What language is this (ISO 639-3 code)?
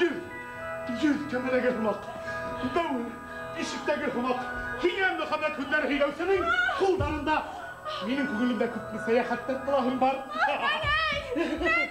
bak